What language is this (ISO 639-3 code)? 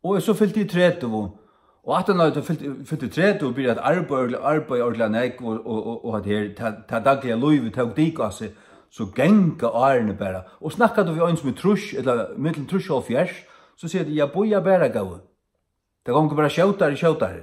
fao